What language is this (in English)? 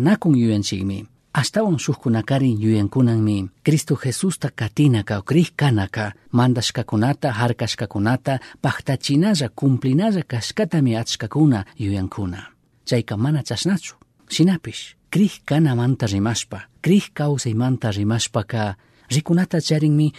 Chimborazo Highland Quichua